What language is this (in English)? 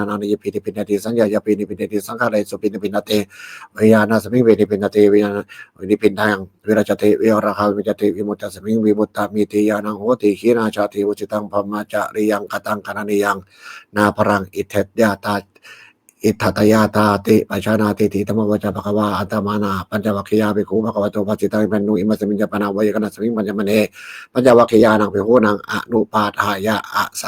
Pali